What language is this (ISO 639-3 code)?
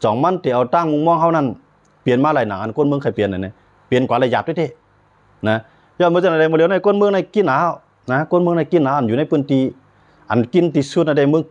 shn